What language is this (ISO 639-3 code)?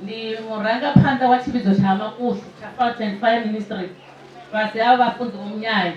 ven